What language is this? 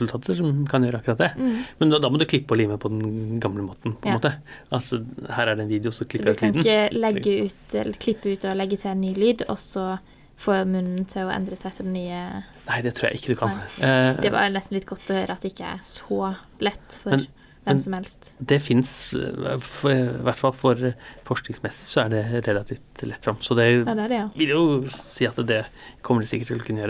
Norwegian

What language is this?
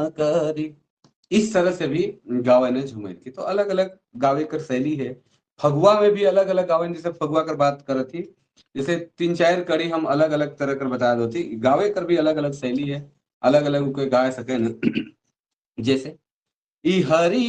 Sadri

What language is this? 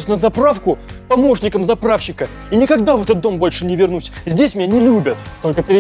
Russian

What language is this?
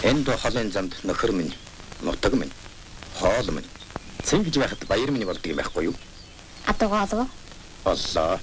Mongolian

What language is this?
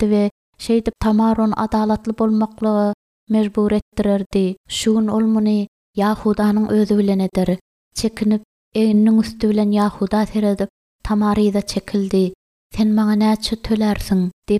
Turkmen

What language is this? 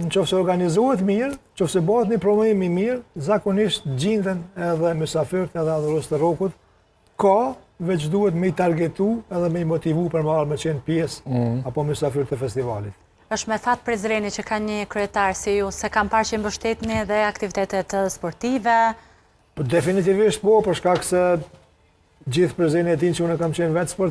Albanian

